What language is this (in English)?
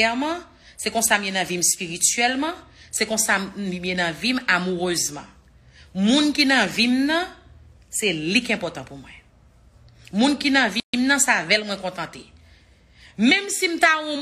Haitian Creole